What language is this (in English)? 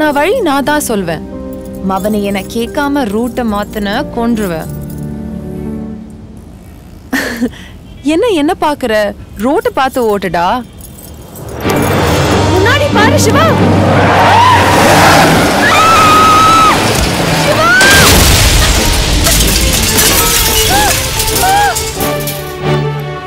Tamil